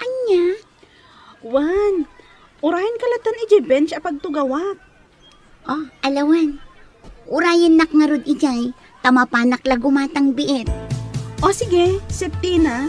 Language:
Iloko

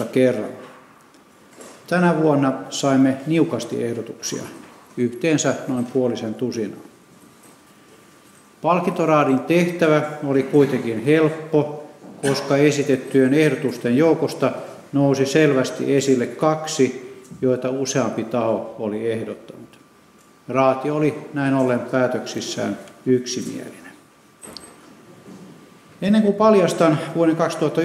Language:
Finnish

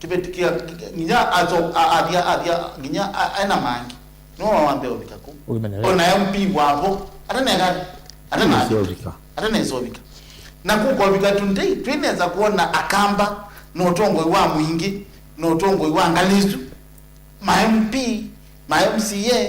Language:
Kamba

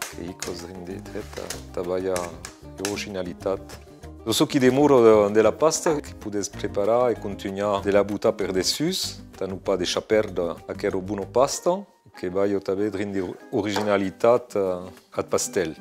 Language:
Occitan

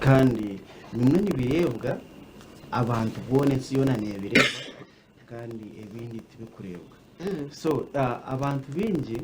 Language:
Nyankole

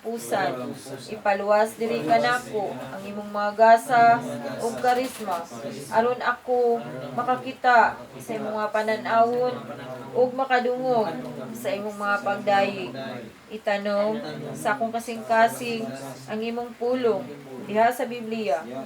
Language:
Cebuano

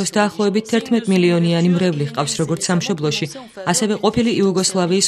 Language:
Georgian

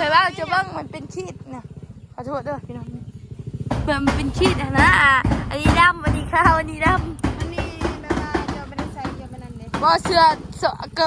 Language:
Northeastern Thai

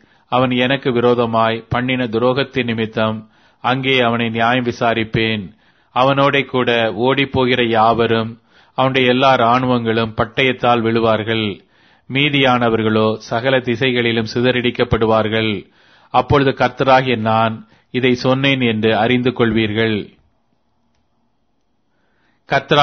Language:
Tamil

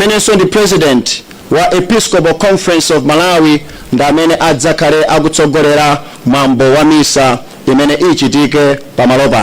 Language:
Nyanja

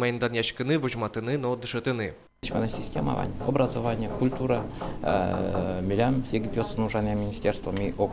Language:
Udmurt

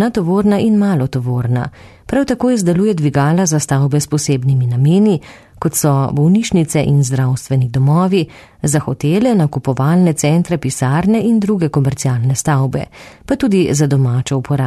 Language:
Slovenian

